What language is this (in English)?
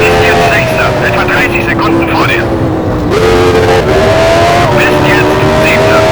Bavarian